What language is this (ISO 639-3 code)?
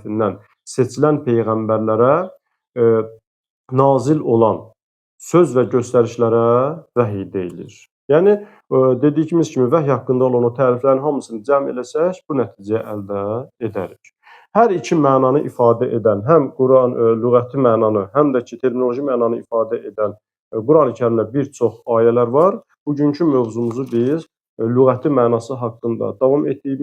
aze